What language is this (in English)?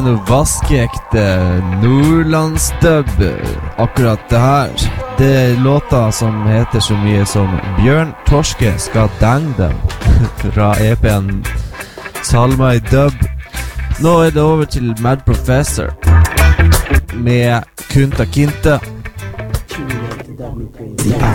Norwegian